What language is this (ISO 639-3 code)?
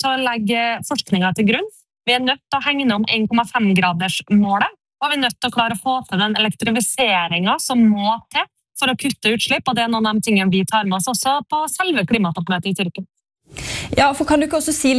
nor